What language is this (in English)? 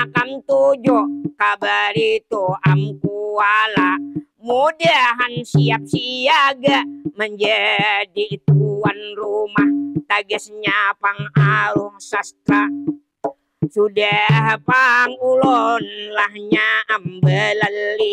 Banjar